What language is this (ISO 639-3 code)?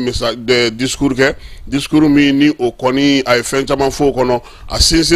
bam